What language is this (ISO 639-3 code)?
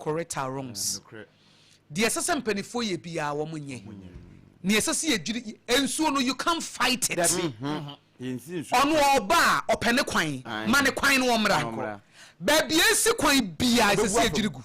aka